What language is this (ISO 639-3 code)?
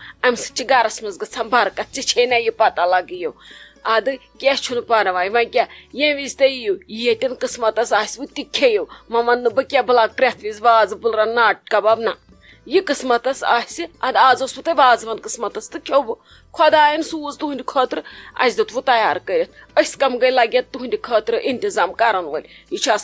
kas